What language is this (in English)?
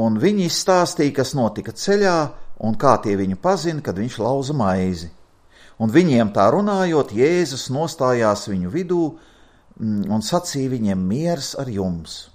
Latvian